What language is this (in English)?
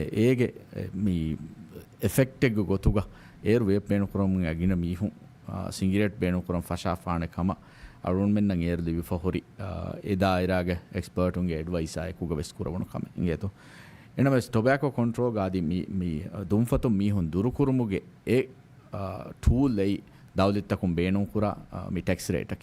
Divehi